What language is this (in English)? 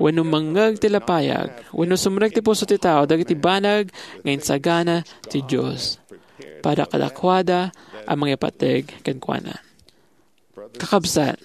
Iloko